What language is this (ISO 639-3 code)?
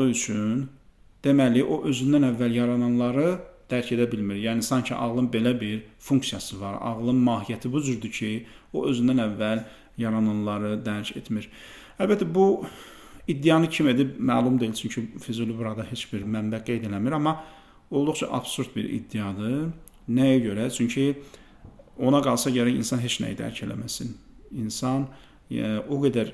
aze